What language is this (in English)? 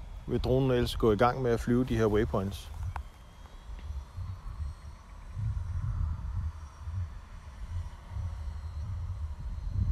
Danish